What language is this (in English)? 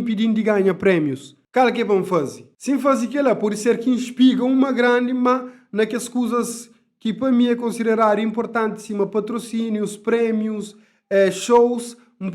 Kabuverdianu